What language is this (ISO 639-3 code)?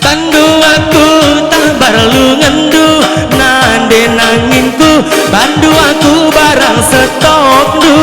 btx